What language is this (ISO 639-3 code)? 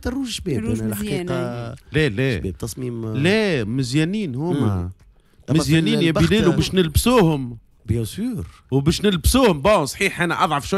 aeb